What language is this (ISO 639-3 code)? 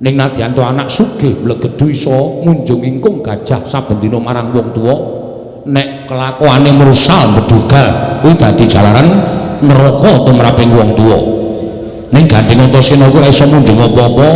jav